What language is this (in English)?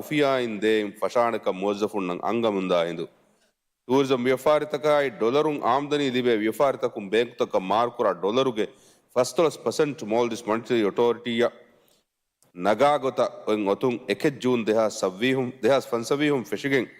Divehi